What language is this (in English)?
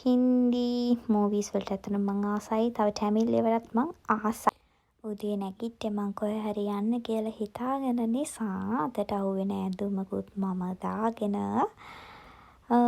Sinhala